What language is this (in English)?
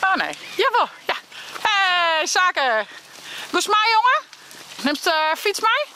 Western Frisian